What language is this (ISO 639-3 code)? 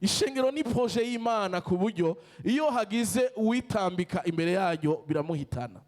run